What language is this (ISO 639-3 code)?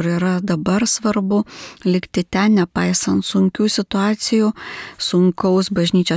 lit